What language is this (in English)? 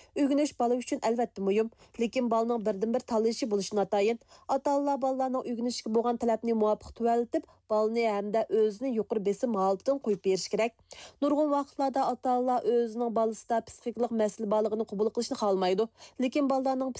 Uyghur